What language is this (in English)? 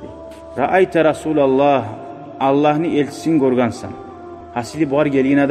Kumyk